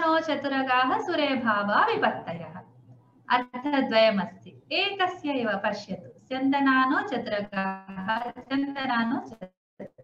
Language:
Sanskrit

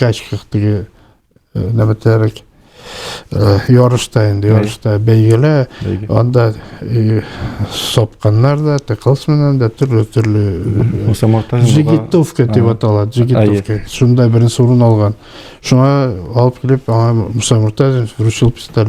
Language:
Bashkir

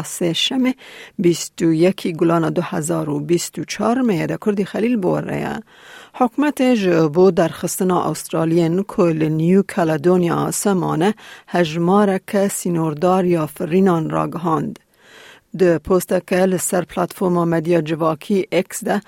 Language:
Kurdish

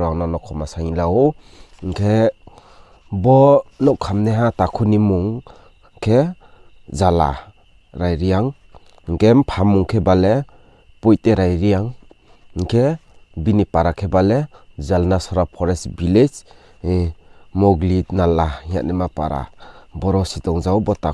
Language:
Riang (India)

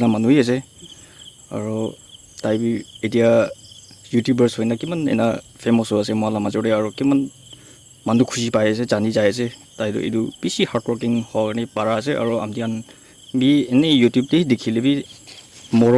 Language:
Naga Pidgin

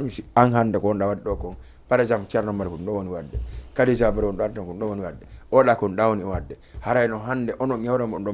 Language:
Fula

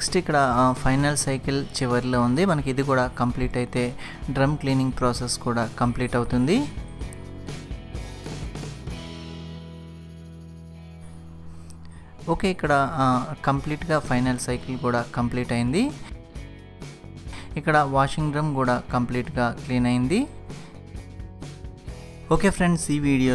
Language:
Telugu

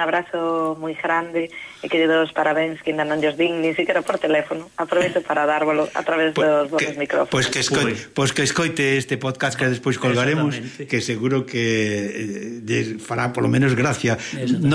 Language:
Galician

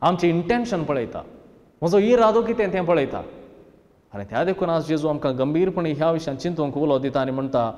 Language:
Konkani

